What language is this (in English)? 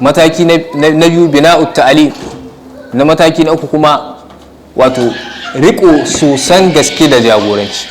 Hausa